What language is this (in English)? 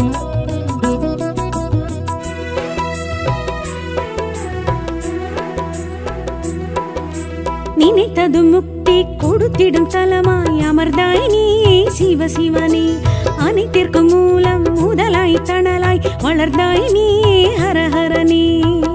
Tamil